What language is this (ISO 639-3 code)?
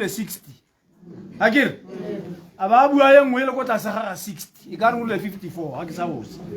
tsn